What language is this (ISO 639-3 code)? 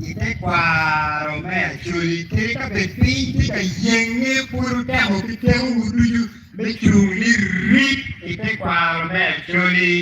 ach